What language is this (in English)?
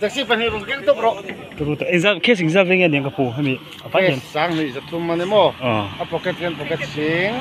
Mizo